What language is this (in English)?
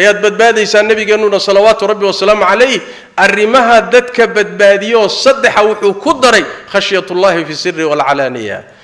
Somali